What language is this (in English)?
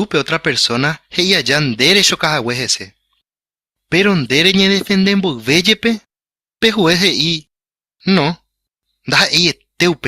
Guarani